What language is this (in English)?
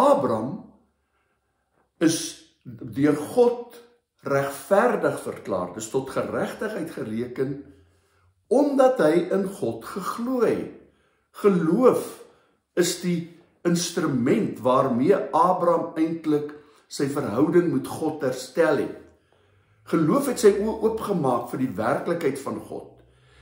Afrikaans